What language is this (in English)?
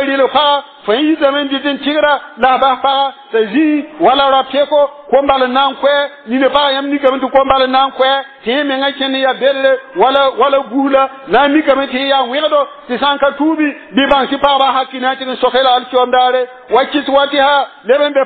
Mossi